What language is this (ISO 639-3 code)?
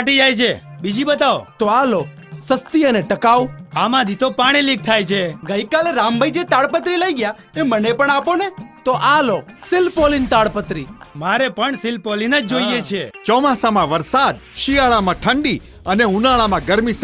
guj